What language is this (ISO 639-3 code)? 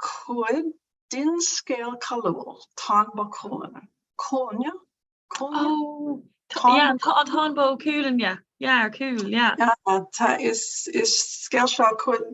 gle